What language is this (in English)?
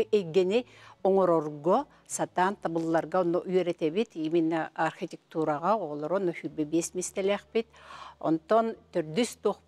Yakut